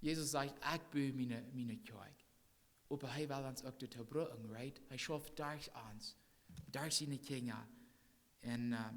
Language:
Plautdietsch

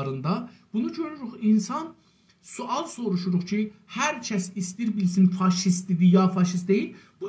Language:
South Azerbaijani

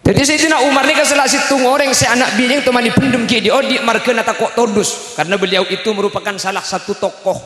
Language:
Madurese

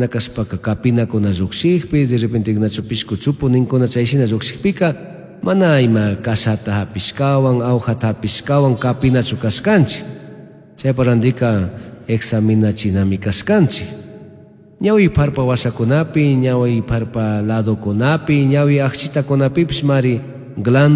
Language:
Chimborazo Highland Quichua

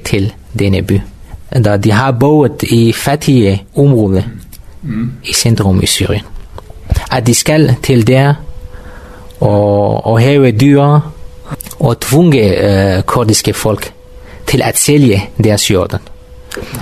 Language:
Danish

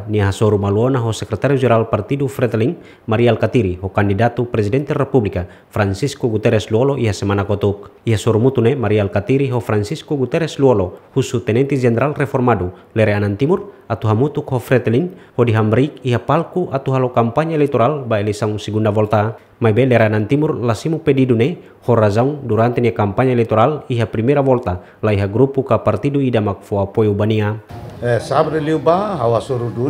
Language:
Tetum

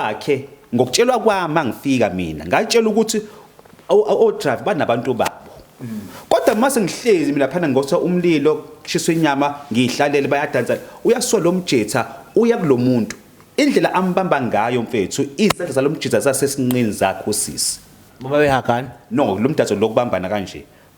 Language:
Zulu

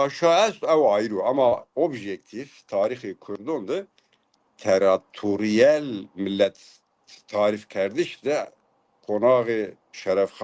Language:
Zaza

